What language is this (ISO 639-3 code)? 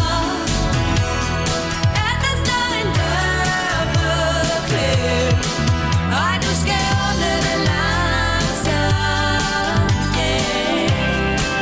dan